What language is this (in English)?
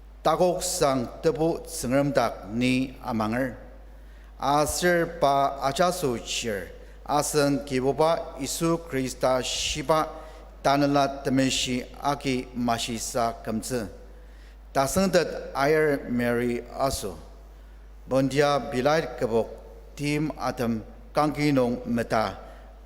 Ao Naga